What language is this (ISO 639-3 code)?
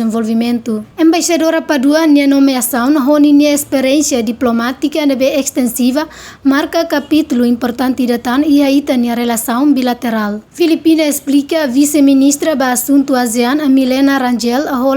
tet